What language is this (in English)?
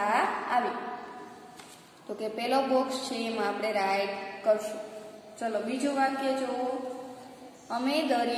Gujarati